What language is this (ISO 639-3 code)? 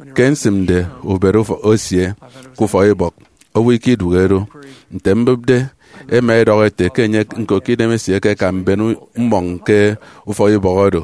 efi